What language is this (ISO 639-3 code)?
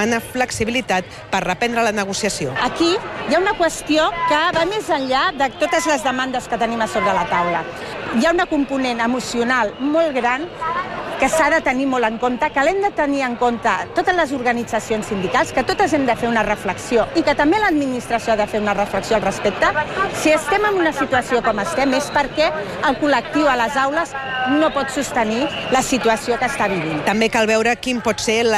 cat